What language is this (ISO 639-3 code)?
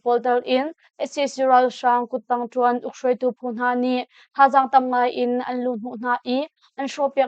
cnh